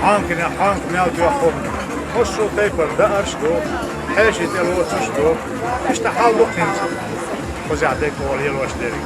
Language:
Chechen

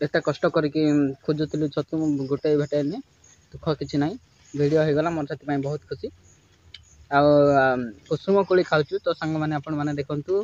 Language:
Odia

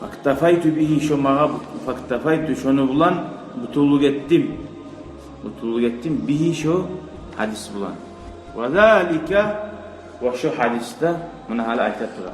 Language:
Kumyk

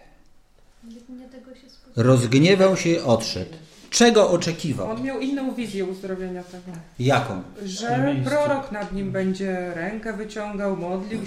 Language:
Polish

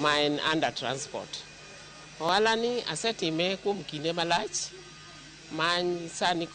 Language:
Luo (Kenya and Tanzania)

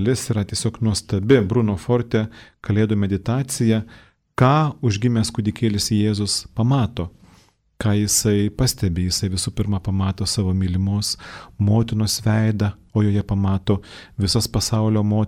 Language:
Lithuanian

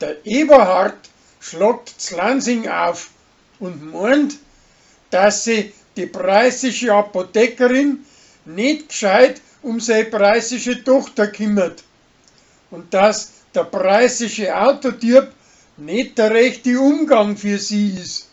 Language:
Bavarian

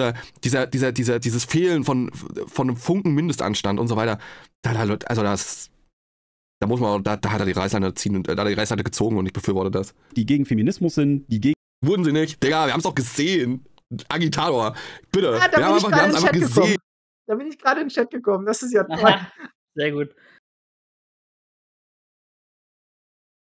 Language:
German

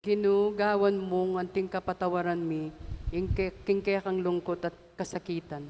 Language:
Pampanga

